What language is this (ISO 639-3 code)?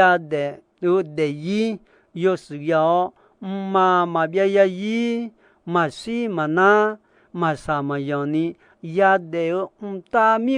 ahk